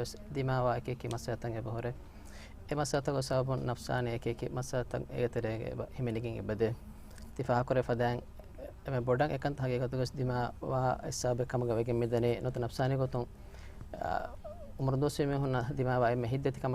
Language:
Divehi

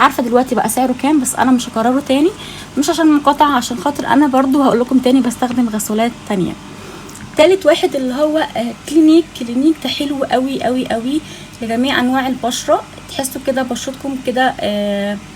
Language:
Egyptian Arabic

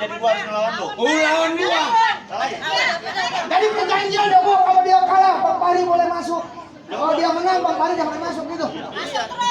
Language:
Betawi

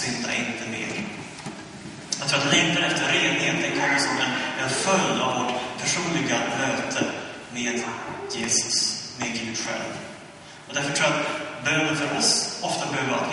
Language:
Swedish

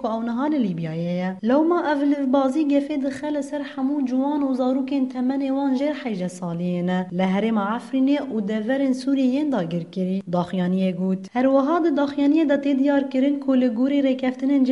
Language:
Kurdish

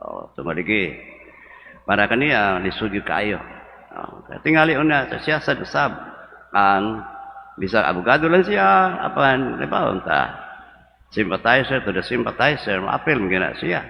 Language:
Cebuano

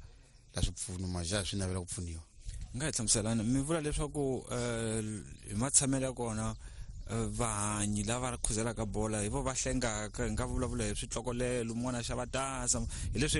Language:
Tsonga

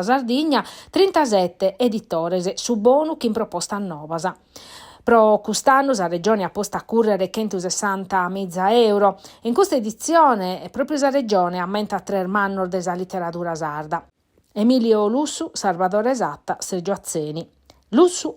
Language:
Sardinian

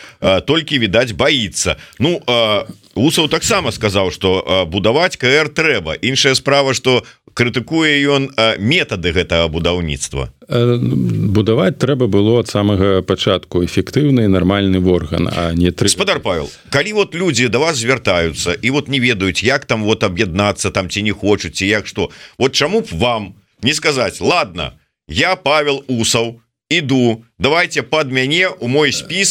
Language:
Belarusian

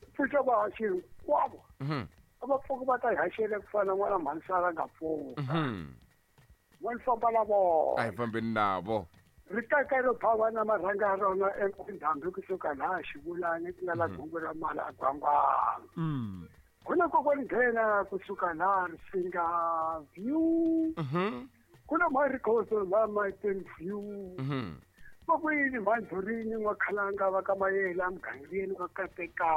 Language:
Tsonga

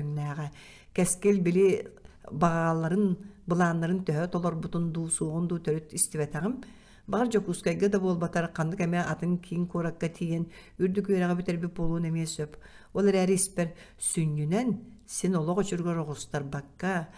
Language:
Yakut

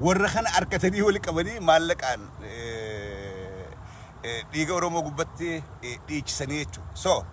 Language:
Oromo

